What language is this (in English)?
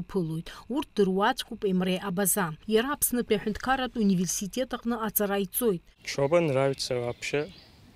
Abkhazian